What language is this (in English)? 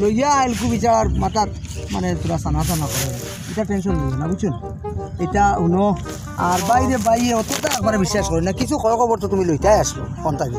Sylheti